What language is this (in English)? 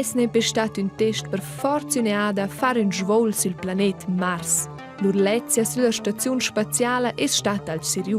Romansh